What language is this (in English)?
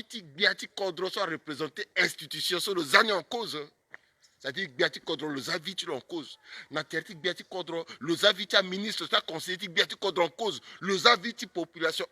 Sango